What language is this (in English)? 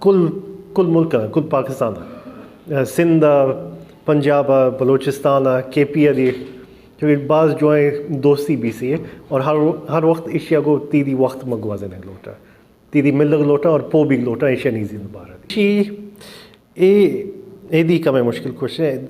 Baluchi